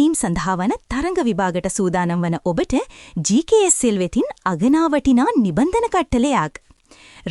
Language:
Sinhala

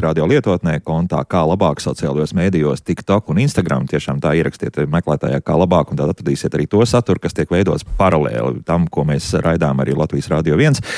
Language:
Latvian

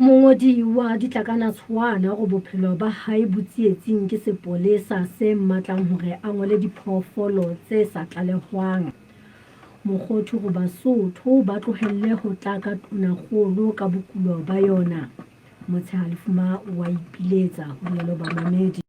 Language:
Southern Sotho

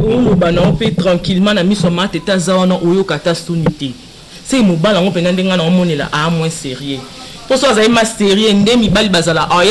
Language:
Lingala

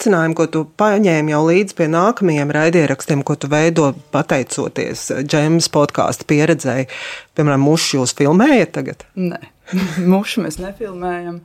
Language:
Latvian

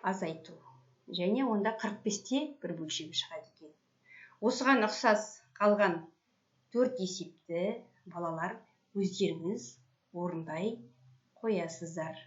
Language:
Kazakh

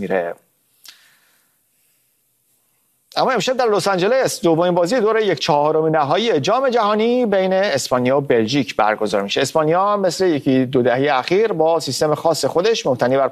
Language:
Persian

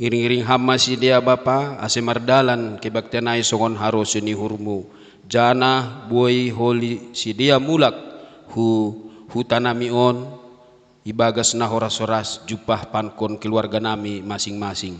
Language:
Batak Simalungun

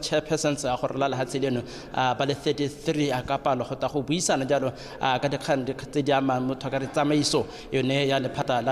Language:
Tswana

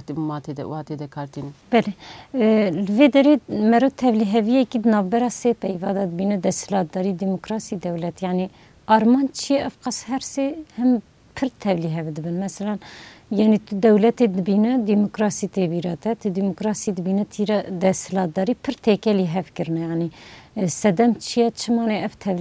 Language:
Kurdish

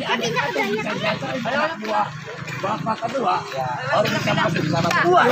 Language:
Betawi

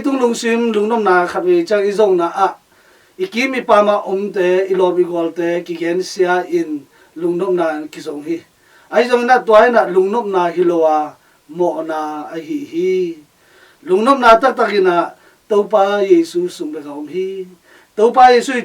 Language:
Tedim Chin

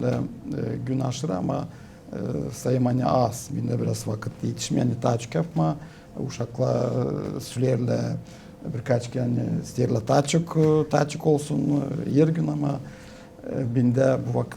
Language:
Gagauz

